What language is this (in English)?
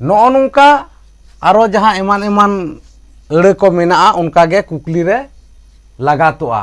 Santali